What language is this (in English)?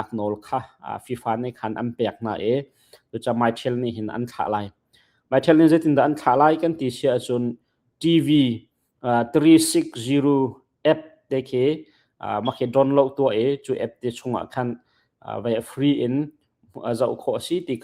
Hakha Chin